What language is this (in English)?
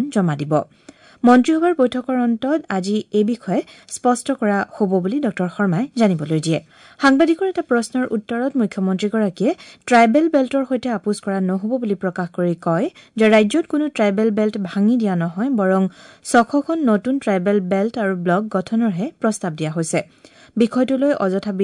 Assamese